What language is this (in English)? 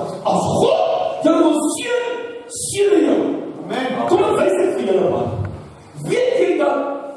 Afrikaans